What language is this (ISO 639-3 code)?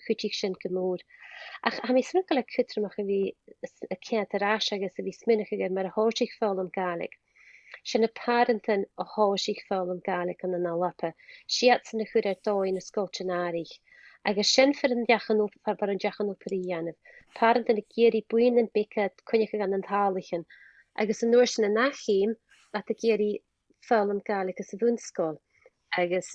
gla